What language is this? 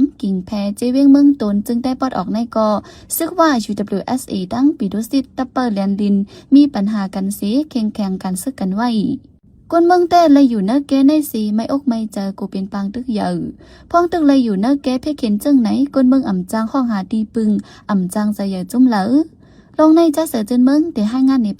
Shan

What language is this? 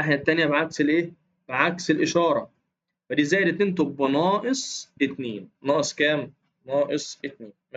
Egyptian Arabic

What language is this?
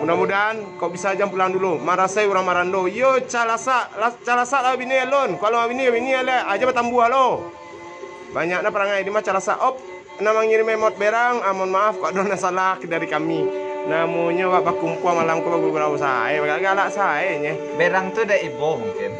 Minangkabau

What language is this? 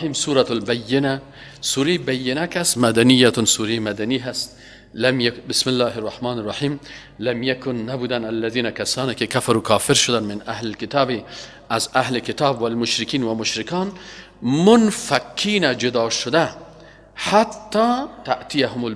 Persian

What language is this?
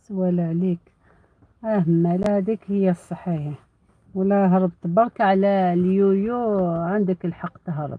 Algerian Arabic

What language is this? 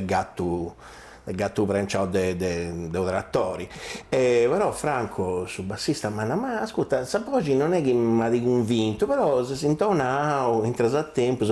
Sardinian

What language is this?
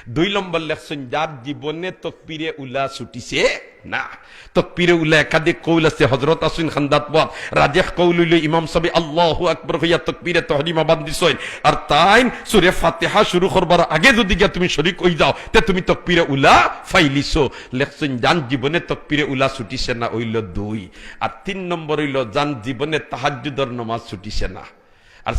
Sylheti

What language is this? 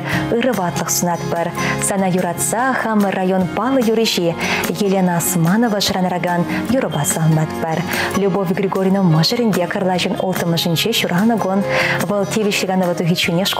Chuvash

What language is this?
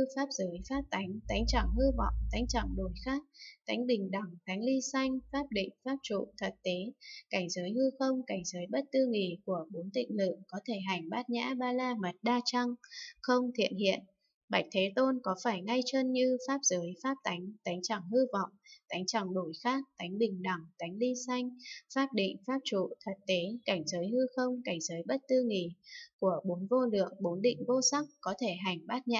Vietnamese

